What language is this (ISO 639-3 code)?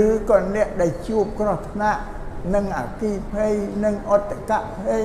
khm